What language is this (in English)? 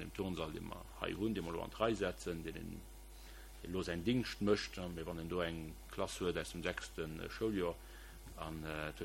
Luxembourgish